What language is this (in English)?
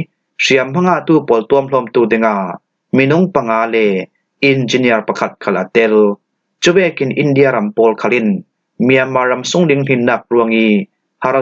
Falam Chin